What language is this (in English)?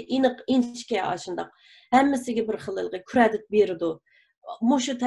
Uyghur